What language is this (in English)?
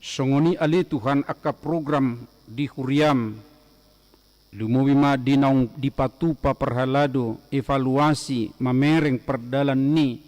Batak Toba